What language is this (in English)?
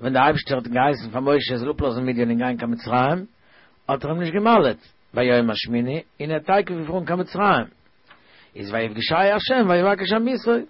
Yiddish